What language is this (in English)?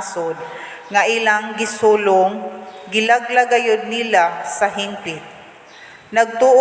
Cebuano